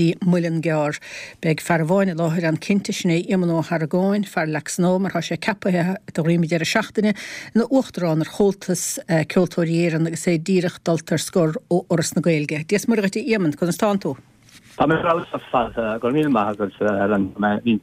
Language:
Irish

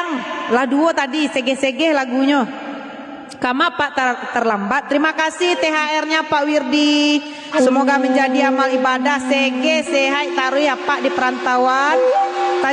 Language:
Minangkabau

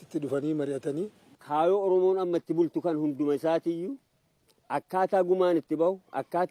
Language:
Oromo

